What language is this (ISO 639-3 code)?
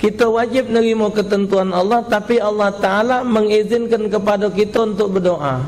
mui